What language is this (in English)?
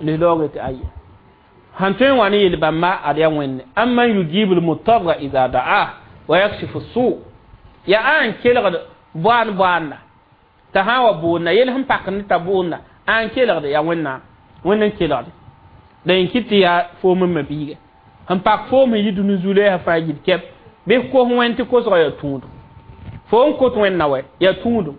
Mossi